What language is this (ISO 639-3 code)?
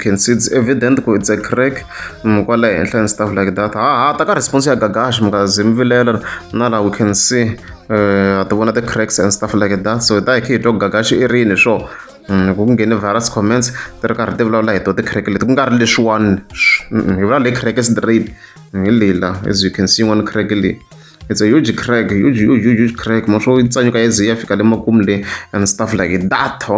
tso